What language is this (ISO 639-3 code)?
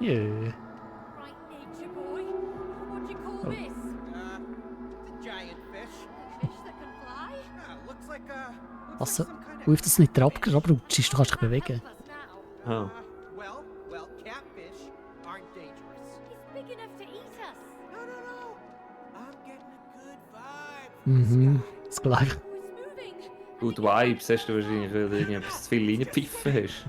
gsw